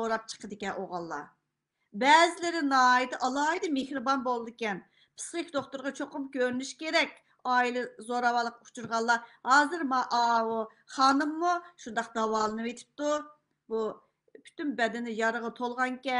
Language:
Uyghur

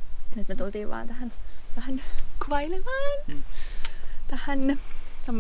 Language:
Finnish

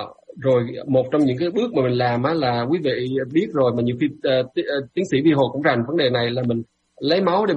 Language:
Vietnamese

